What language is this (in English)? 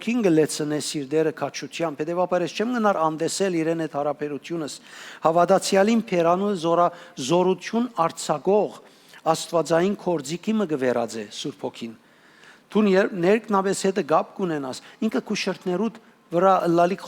Western Armenian